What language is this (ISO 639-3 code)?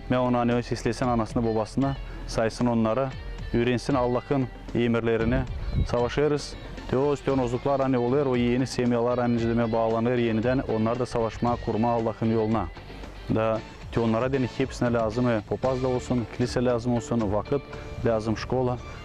gag